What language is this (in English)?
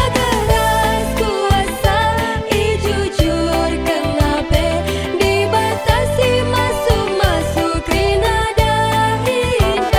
Batak Karo